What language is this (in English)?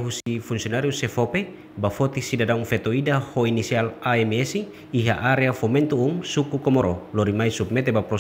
Tetum